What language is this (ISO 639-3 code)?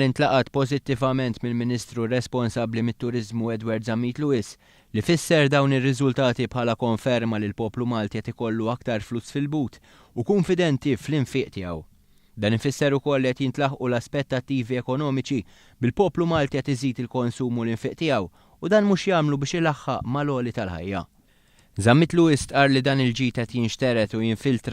mlt